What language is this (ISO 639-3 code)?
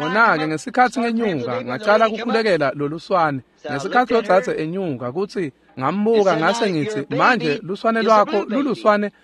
ssw